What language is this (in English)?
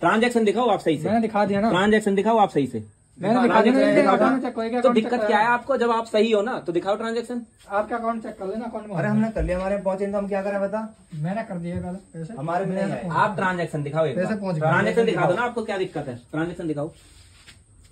Hindi